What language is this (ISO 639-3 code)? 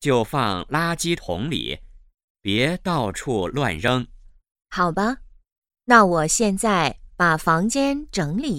zho